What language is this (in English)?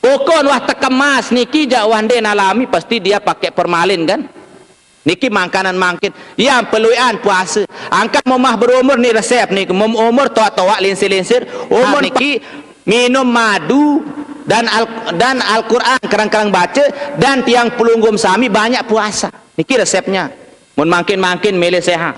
Sasak